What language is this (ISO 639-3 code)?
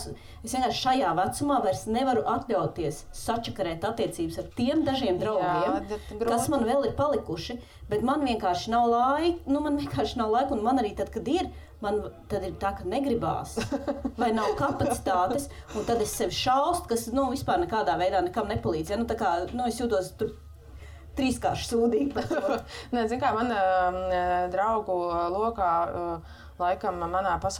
lav